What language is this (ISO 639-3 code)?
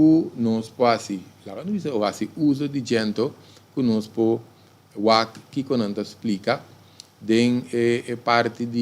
pap